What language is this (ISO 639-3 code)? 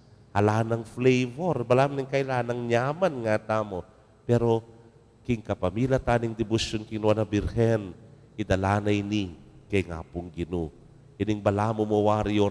pam